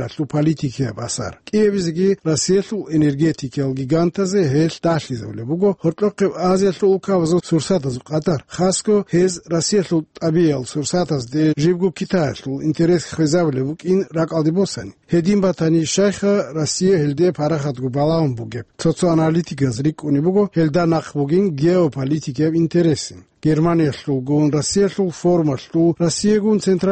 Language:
Avaric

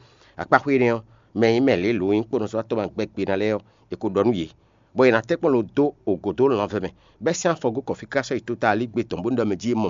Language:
Fon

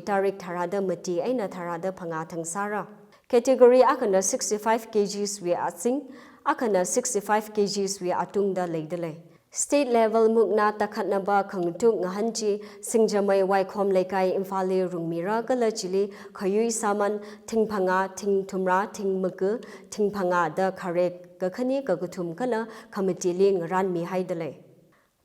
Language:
Tangkhul Naga (India)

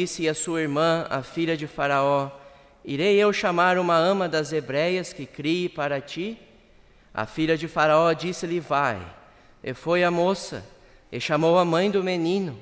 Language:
Portuguese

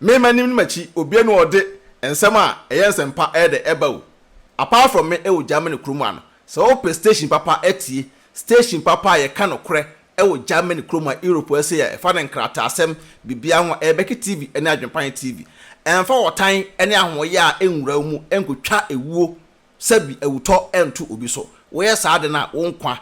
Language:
Akan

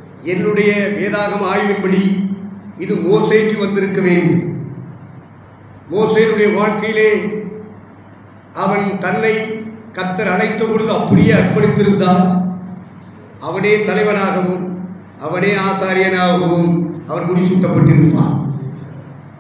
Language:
Tamil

